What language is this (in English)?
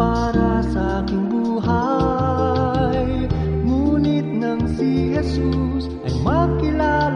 Filipino